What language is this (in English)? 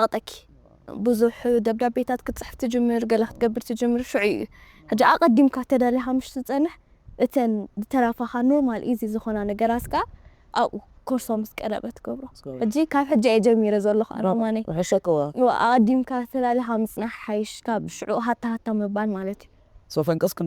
Tigrinya